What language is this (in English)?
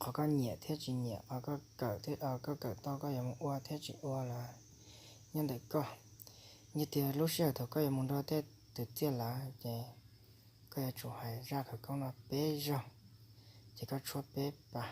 Hmong